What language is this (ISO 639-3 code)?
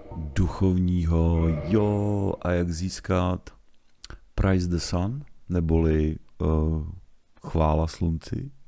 ces